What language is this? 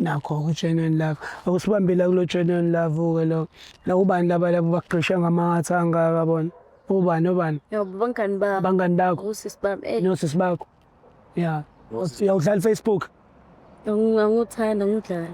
Zulu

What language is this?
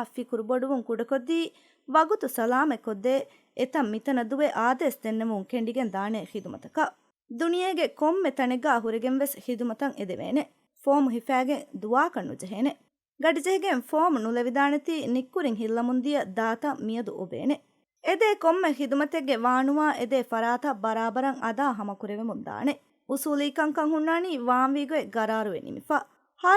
Divehi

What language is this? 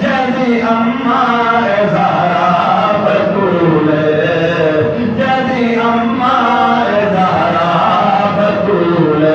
Saraiki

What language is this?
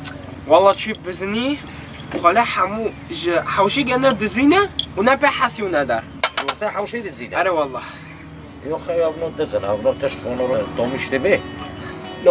Kurdish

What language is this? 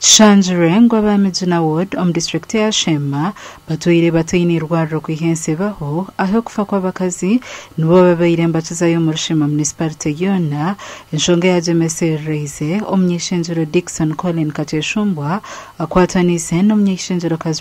Nyankole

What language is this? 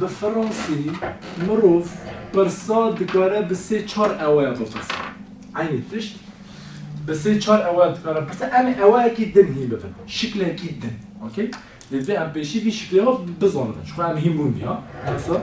Kurdish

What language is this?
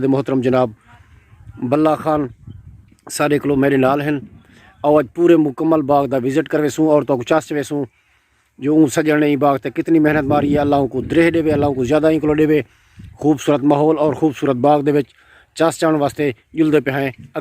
Saraiki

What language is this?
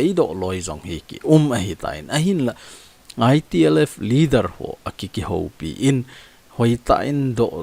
Thado Chin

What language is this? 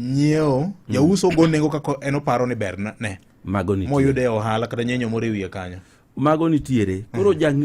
Luo (Kenya and Tanzania)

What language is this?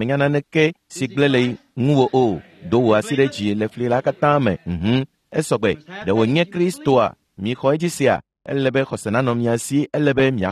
Ewe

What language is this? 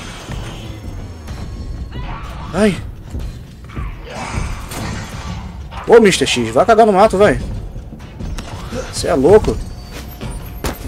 Portuguese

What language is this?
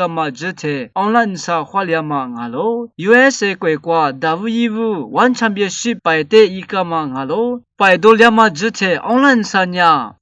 Lisu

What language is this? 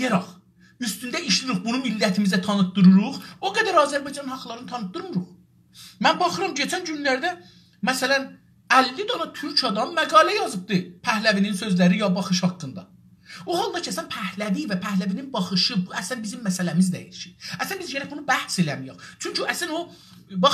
South Azerbaijani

